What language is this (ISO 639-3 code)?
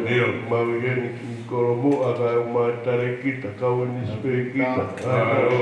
ton